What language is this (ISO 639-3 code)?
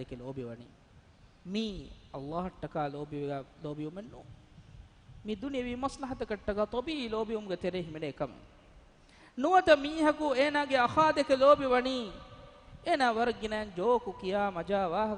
div